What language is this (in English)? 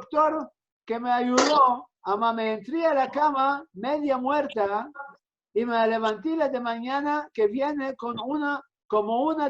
Ladino